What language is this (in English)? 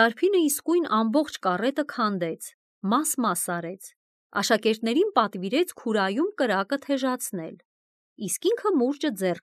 Armenian